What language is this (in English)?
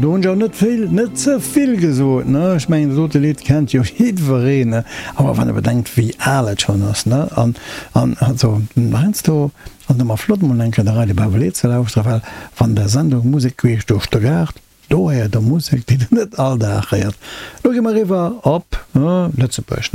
Luxembourgish